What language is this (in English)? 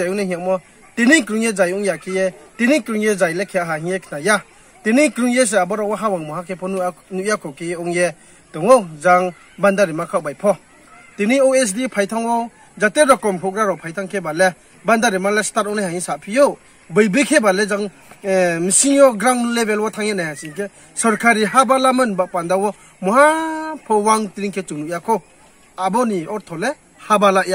Riang (India)